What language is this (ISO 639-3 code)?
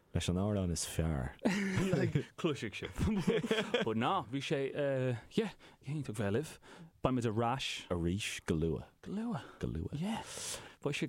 gle